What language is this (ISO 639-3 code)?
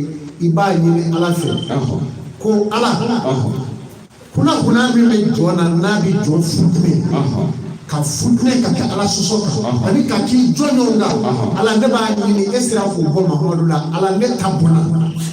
bam